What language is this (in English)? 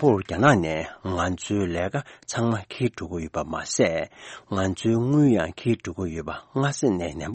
Tibetan